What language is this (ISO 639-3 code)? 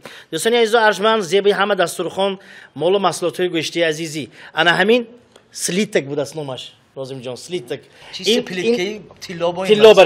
tgk